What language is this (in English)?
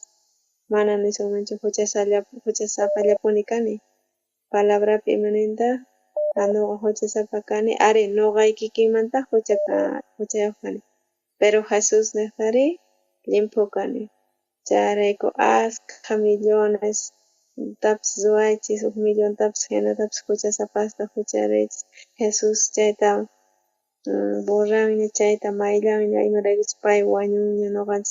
South Bolivian Quechua